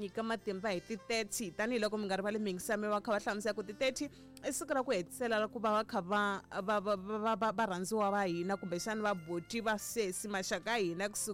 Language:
Tsonga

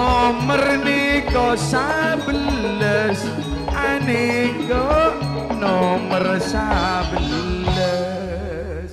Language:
Madurese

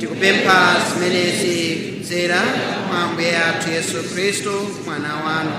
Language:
Nyanja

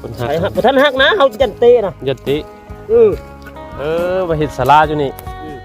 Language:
Northeastern Thai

